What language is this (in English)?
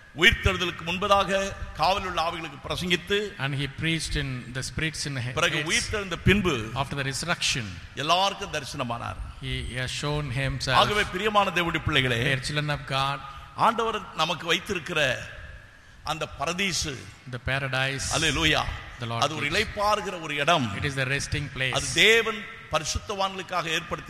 Tamil